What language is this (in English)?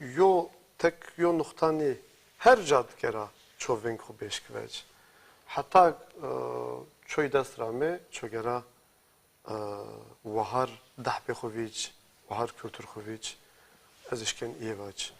Zaza